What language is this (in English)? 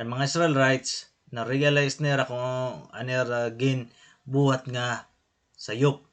Waray